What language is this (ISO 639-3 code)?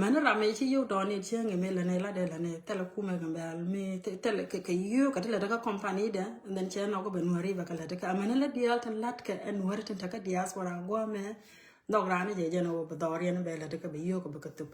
nus